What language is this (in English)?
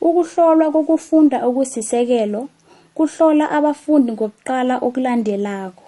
South Ndebele